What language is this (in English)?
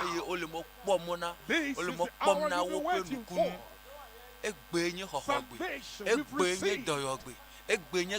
Ewe